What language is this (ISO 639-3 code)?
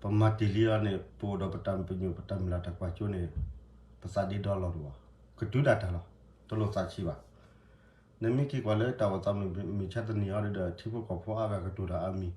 ksw